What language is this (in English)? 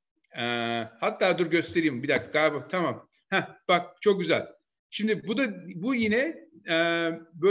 Turkish